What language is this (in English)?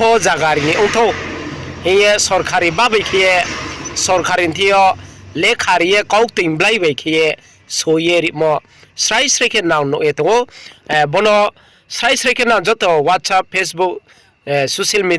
Riang (India)